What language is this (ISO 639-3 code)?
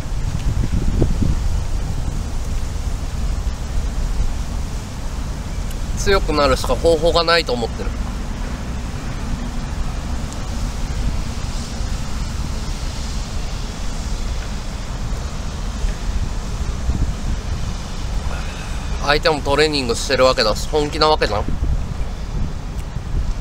jpn